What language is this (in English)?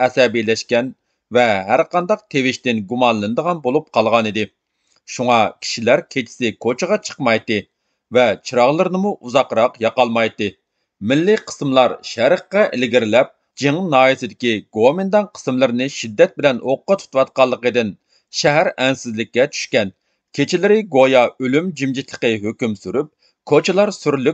Uyghur